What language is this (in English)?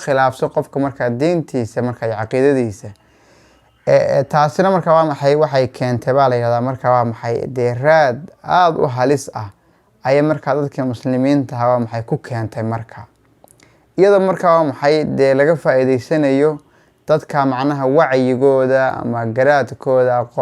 Somali